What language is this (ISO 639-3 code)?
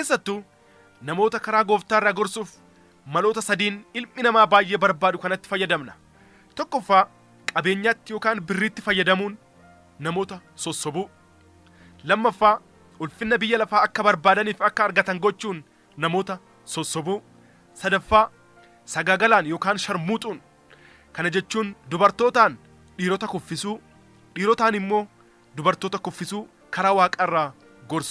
orm